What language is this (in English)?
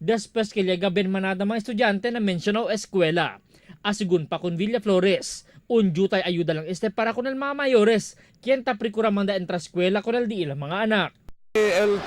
Chavacano